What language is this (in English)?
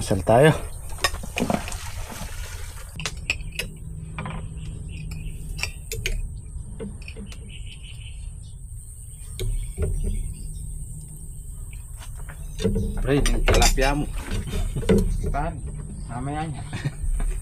Filipino